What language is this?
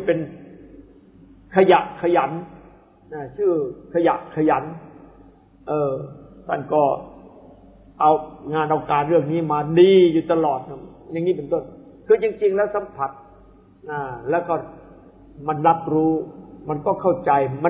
Thai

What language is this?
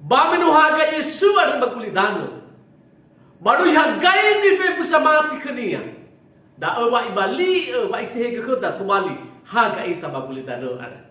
Nias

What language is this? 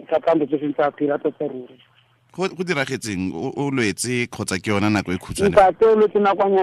Tswana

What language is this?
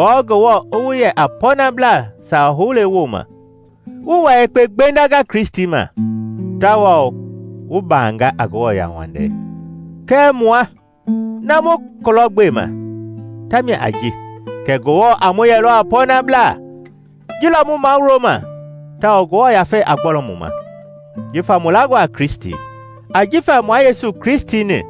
Mende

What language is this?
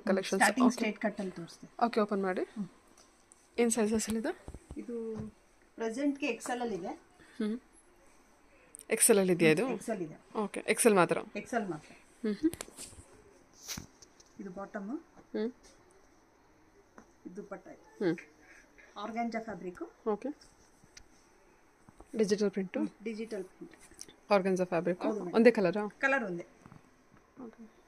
Kannada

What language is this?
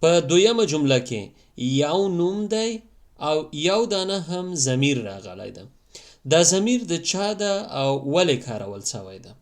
Pashto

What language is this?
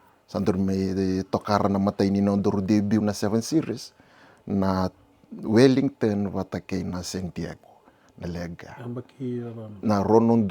Fijian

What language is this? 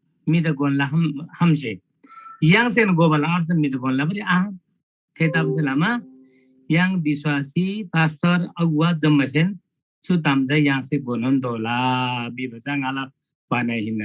Eastern Tamang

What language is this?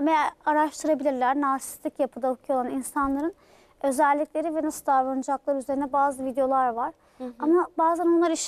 Turkish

